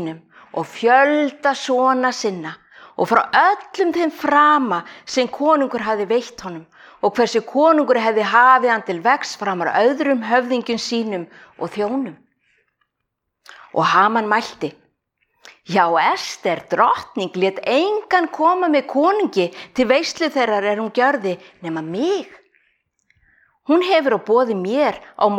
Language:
Icelandic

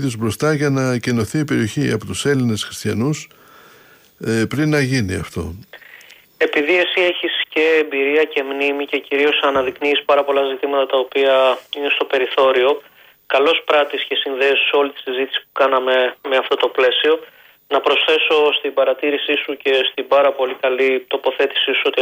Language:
Greek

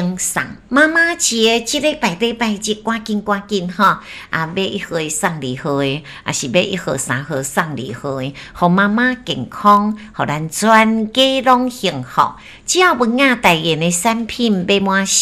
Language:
Min Nan Chinese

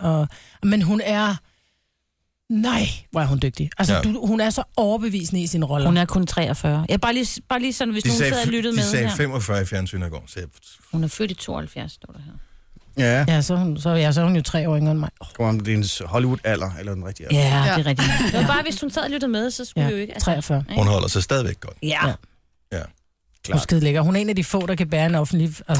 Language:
Danish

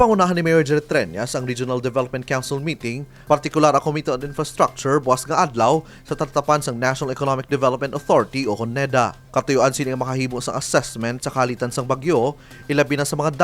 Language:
Hiligaynon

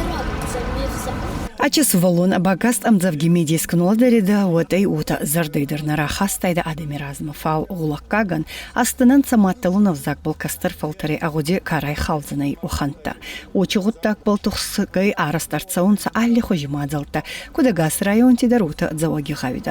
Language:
Ossetic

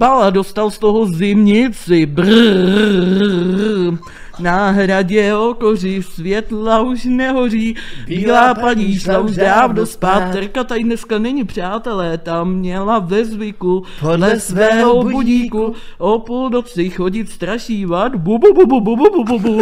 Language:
Czech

